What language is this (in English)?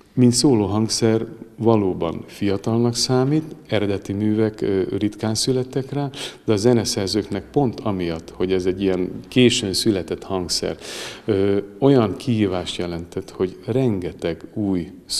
Hungarian